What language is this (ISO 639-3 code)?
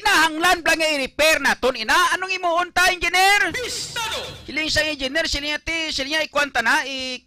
hil